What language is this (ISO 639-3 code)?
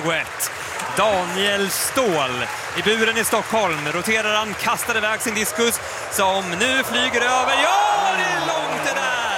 swe